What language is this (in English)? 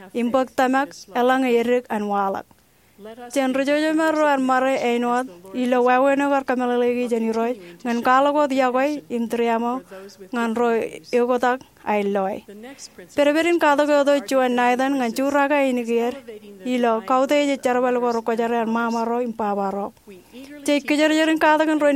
Marshallese